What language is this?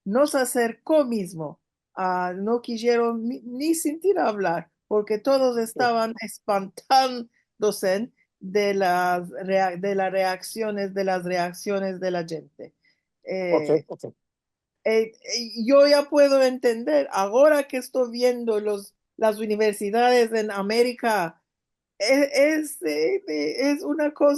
Ladino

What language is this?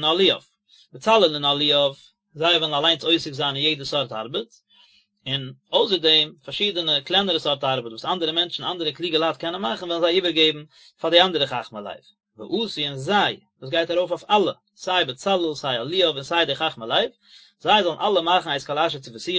Yiddish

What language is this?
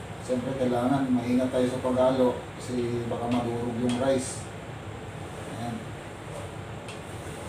Filipino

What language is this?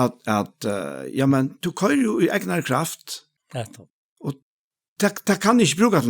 Faroese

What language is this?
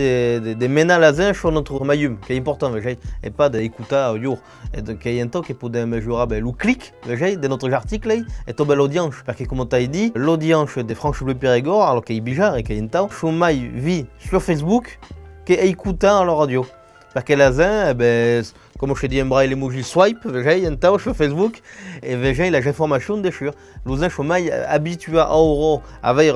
Occitan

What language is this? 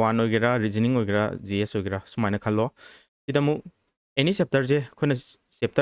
Manipuri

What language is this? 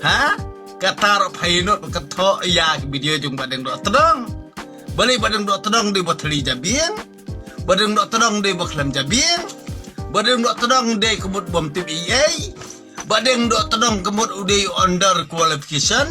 Khasi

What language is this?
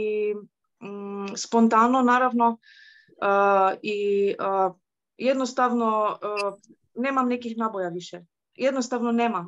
Croatian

